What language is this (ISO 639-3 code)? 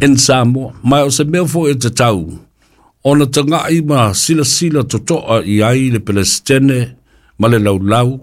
smo